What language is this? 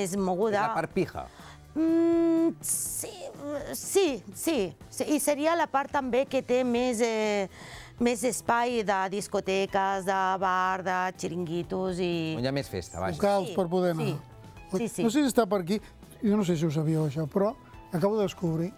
Catalan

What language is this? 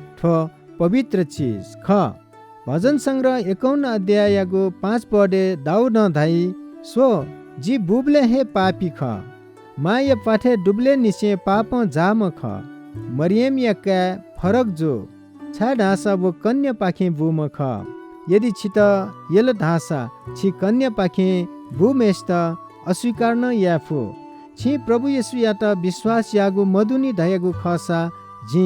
Newari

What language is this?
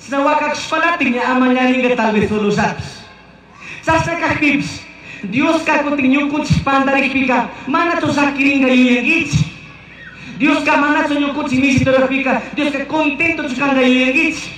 Chimborazo Highland Quichua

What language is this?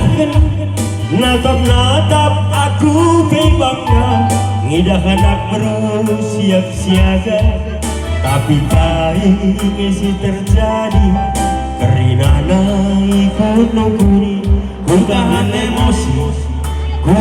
Batak Karo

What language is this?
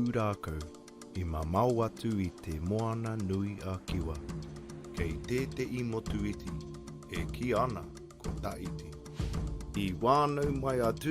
Māori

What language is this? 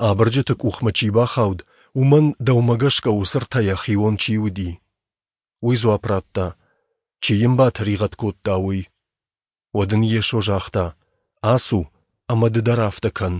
Ossetic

